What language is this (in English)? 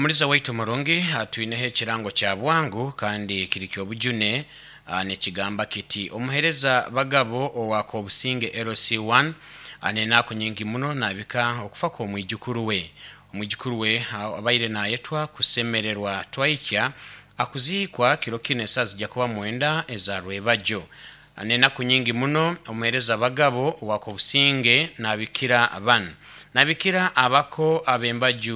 Nyankole